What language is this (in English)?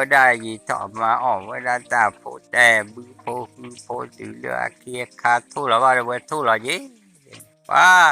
S'gaw Karen